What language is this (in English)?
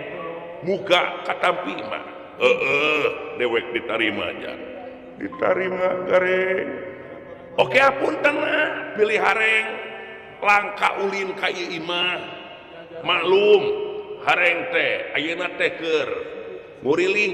Sundanese